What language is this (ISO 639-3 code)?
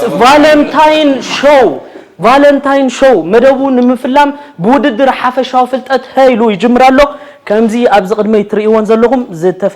tir